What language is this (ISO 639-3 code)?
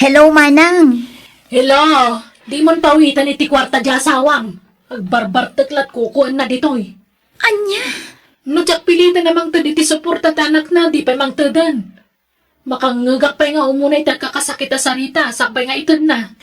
ilo